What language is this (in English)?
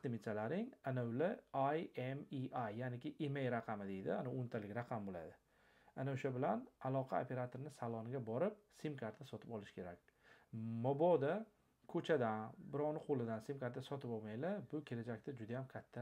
Uzbek